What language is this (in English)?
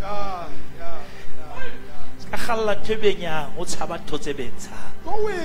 Southern Sotho